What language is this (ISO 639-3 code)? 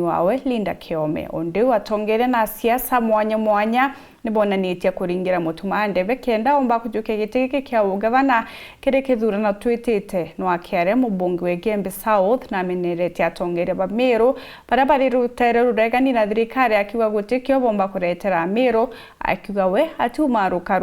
mer